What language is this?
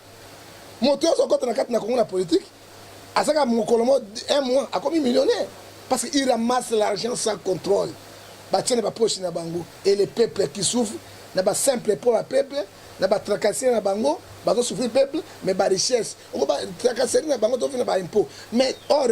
Lingala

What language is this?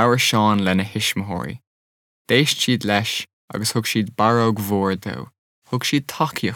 Irish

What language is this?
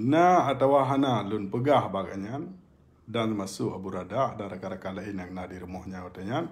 Achinese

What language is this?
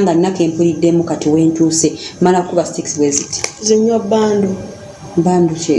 Ganda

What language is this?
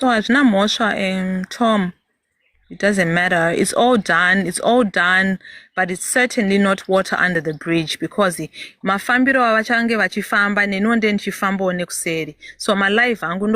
Shona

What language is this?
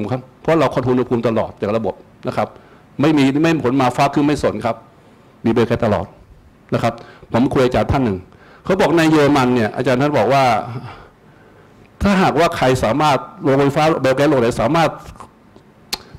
Thai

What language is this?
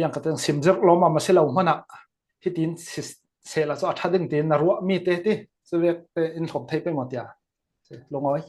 Falam Chin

